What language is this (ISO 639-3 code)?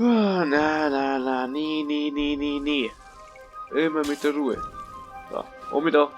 bar